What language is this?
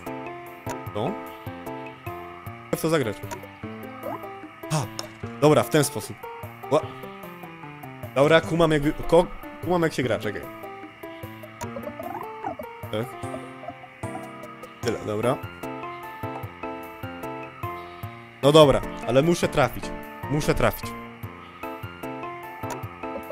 Polish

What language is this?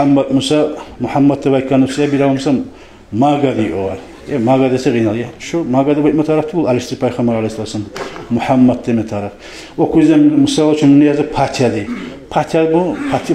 Kumyk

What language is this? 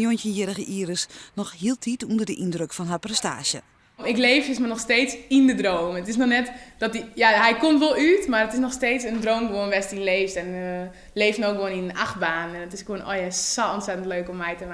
Western Frisian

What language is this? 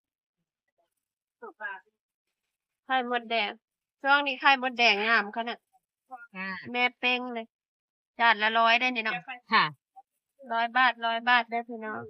Northeastern Thai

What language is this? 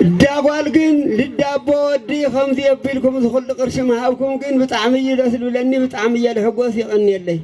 Tigrinya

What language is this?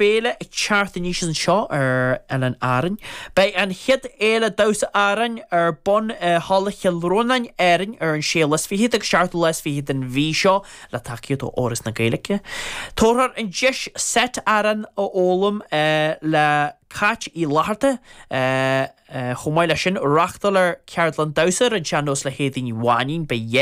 Irish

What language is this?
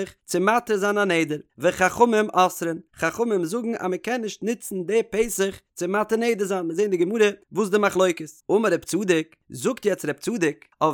Yiddish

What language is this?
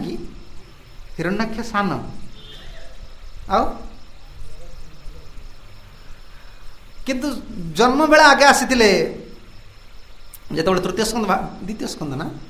Odia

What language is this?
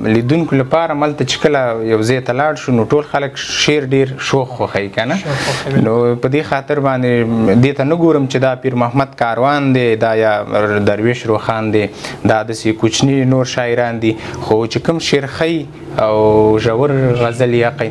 Pashto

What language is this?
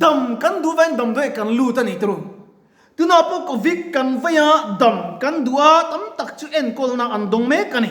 Mizo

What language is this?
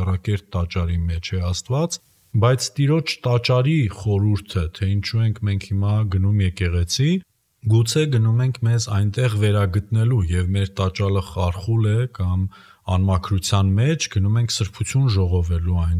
Armenian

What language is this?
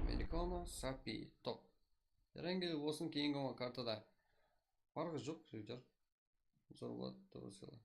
Kara-Kalpak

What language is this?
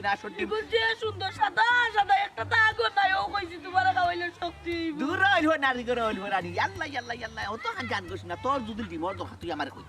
Sylheti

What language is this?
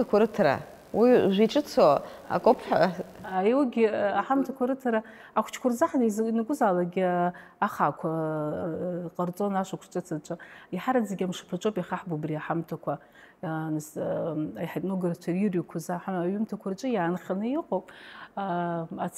Abkhazian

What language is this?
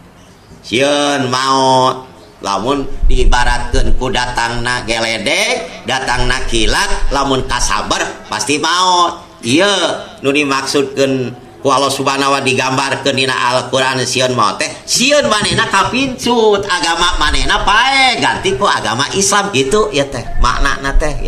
Sundanese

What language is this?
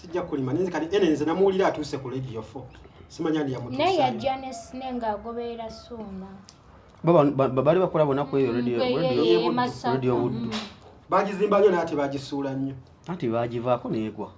Ganda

